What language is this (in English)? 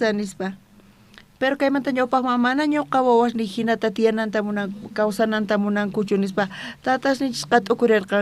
South Bolivian Quechua